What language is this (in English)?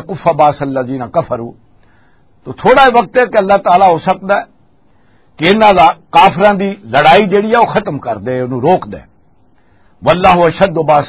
Western Panjabi